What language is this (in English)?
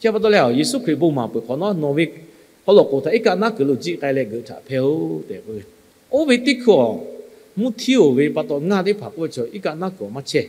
Lahu